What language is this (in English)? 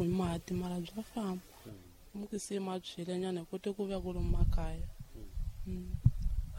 Tsonga